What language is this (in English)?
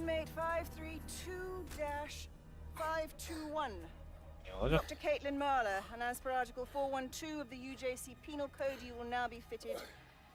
Kara-Kalpak